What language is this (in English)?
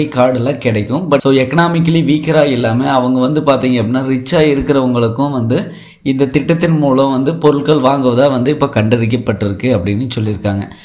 Tamil